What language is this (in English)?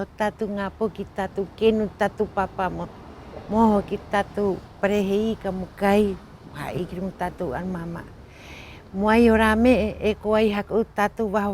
Rapanui